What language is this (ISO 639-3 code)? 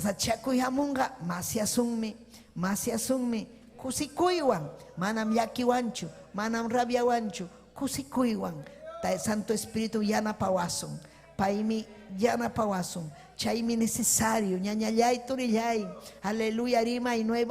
quy